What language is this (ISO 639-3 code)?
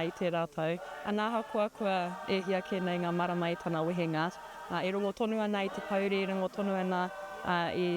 mri